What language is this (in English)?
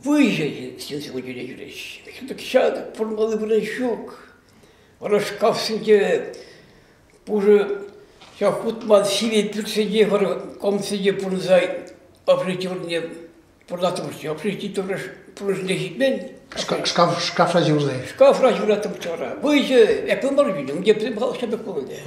Chuvash